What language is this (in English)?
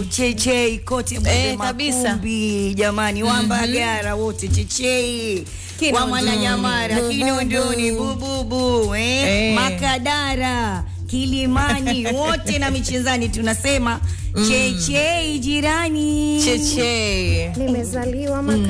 Swahili